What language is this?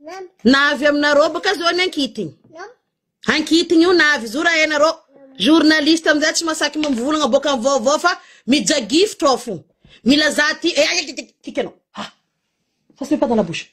Malagasy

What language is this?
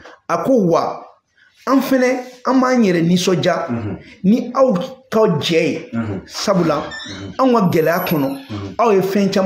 Bambara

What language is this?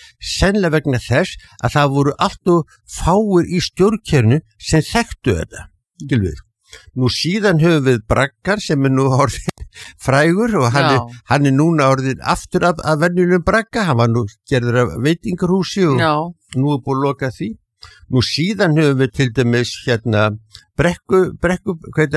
Icelandic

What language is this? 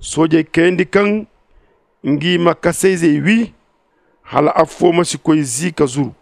Zarma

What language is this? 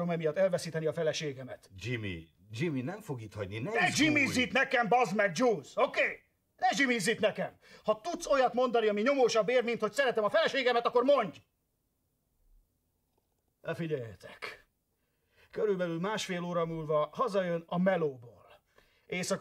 Hungarian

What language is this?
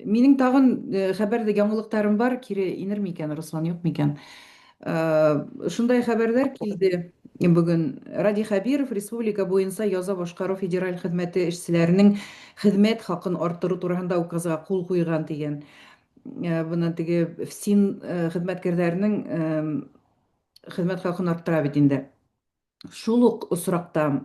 Bashkir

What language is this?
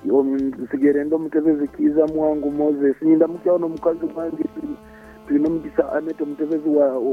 Nyoro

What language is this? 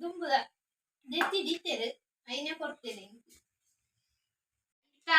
Tulu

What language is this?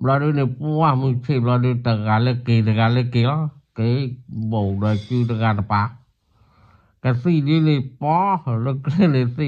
S'gaw Karen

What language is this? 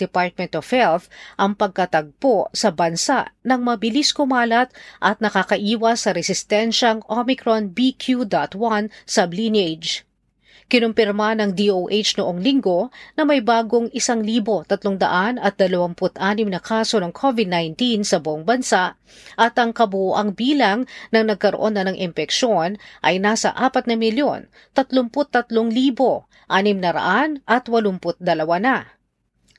Filipino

